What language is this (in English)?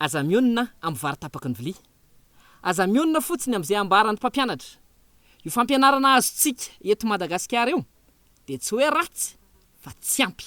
Malagasy